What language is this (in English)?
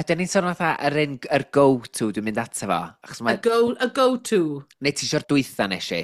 Welsh